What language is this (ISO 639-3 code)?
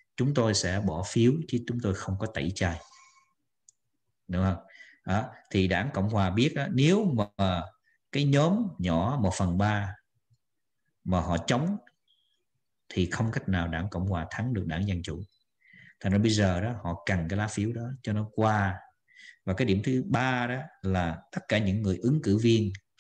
vie